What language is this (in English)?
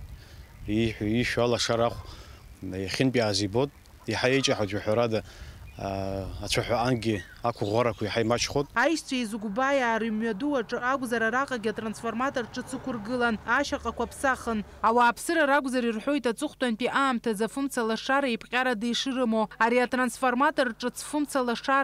Abkhazian